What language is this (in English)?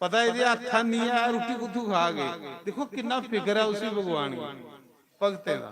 Dogri